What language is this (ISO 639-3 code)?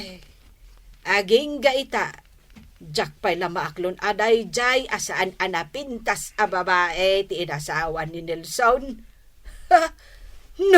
ilo